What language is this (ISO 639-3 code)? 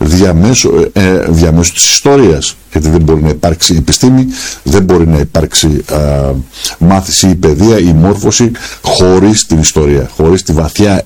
ell